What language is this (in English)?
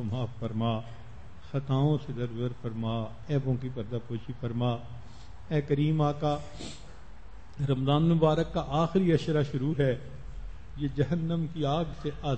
Urdu